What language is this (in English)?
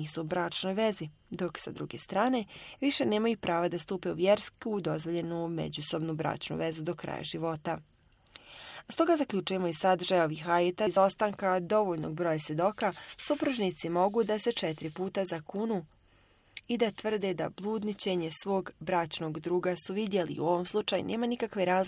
Bosnian